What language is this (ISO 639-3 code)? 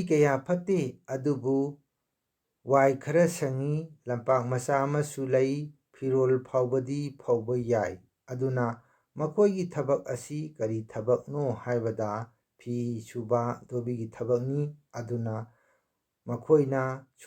mni